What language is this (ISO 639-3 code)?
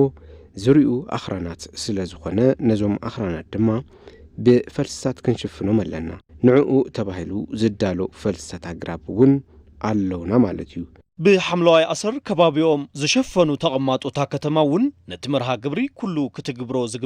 tir